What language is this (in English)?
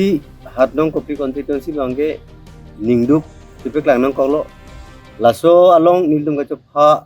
Karbi